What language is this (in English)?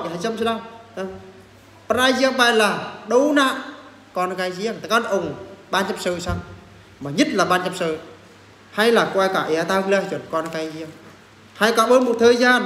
Eastern Bru